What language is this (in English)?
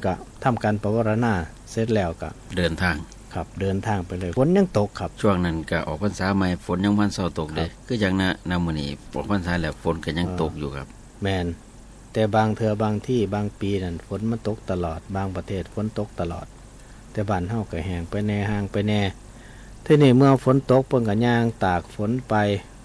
Northeastern Thai